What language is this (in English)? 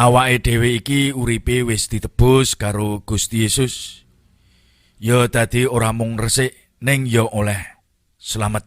Javanese